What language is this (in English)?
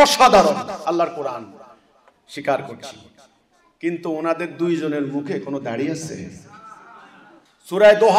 Bangla